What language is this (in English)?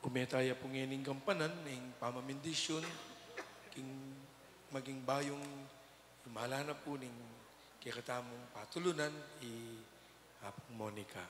Pampanga